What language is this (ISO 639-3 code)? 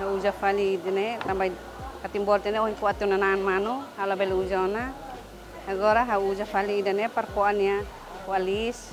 tet